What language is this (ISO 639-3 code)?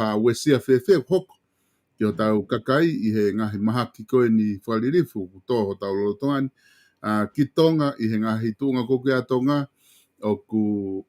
ton